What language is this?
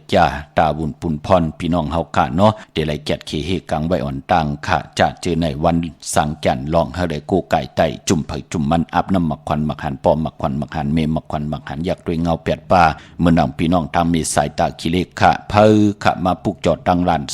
Shan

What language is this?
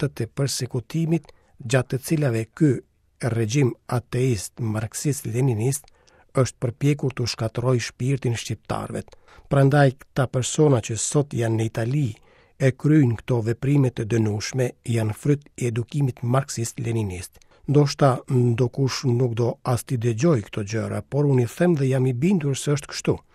Albanian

